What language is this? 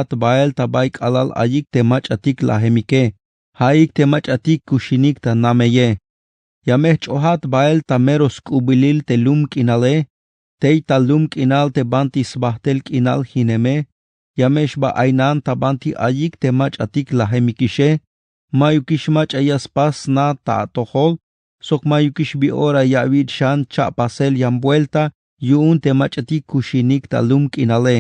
Tzeltal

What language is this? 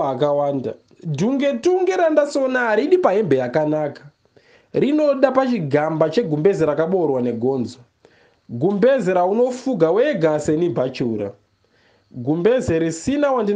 Shona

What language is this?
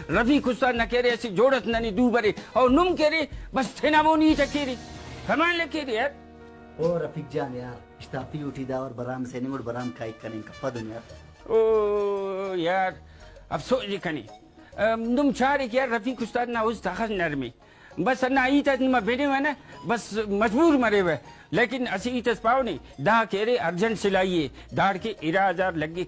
Brahui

